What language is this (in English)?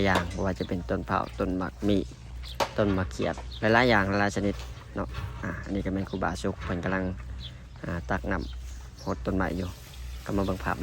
Lao